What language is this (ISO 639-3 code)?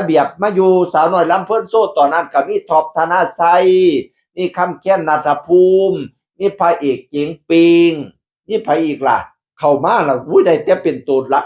tts